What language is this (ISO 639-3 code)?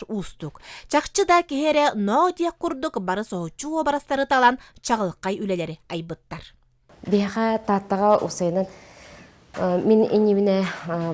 sah